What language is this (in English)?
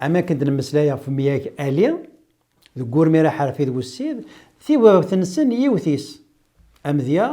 Kabyle